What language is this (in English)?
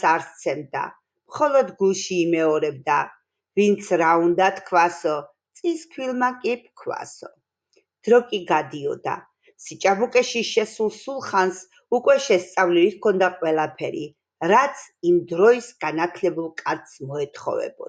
Georgian